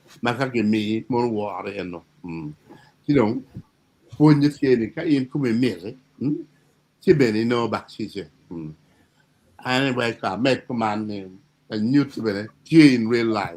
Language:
Acoli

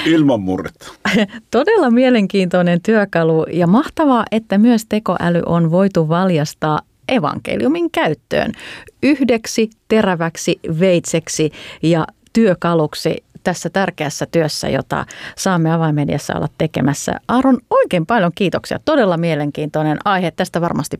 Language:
Finnish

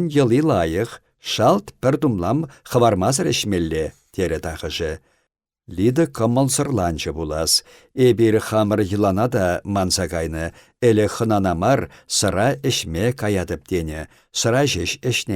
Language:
Chuvash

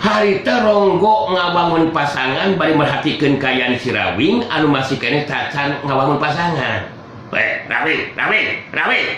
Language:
Sundanese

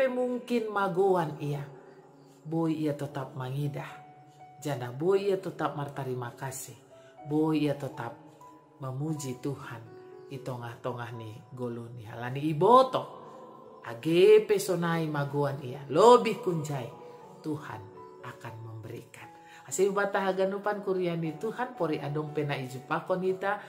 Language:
Batak Simalungun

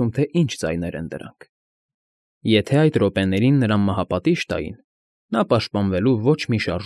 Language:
Armenian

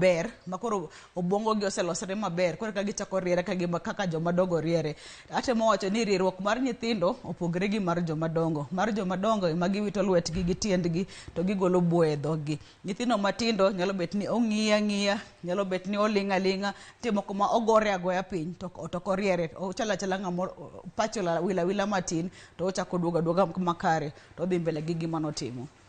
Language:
Luo (Kenya and Tanzania)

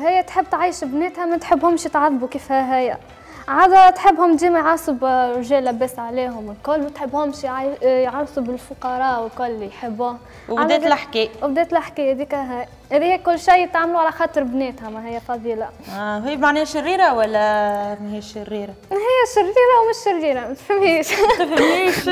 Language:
Tunisian Arabic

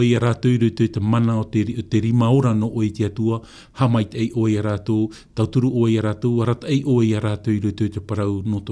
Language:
Tahitian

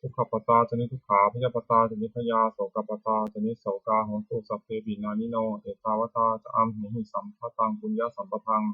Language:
Pali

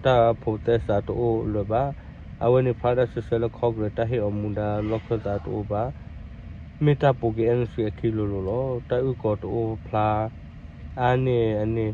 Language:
S'gaw Karen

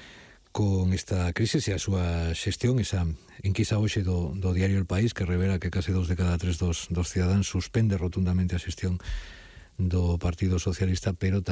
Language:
Galician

